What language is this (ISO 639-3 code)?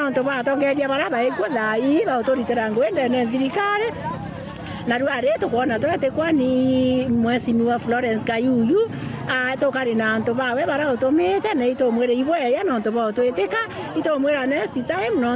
mer